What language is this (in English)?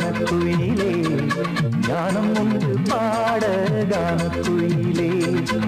Tamil